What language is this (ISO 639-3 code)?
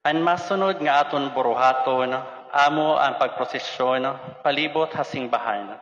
war